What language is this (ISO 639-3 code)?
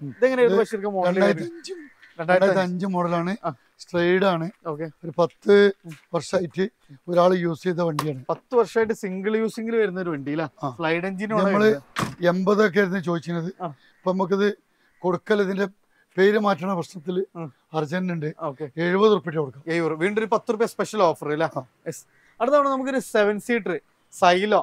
mal